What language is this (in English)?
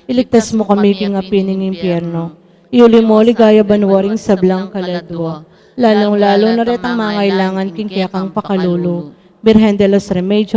Pampanga